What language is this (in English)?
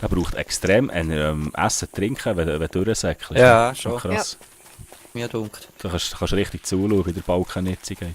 Swiss German